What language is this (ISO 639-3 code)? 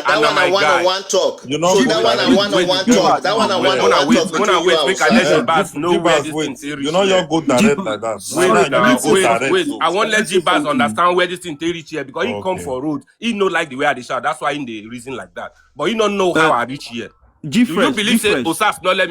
pcm